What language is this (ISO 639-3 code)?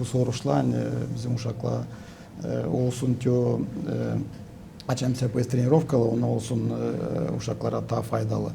gag